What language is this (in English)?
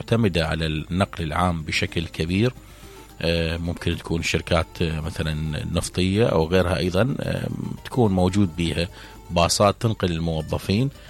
Mesopotamian Arabic